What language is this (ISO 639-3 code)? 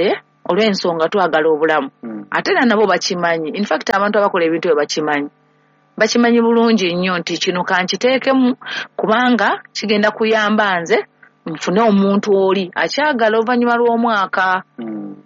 lug